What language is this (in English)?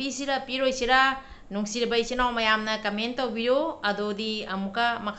Manipuri